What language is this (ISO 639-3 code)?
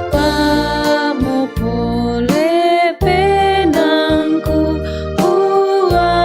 sda